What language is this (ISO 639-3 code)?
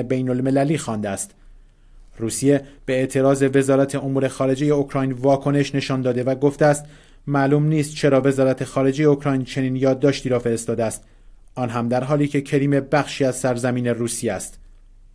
fas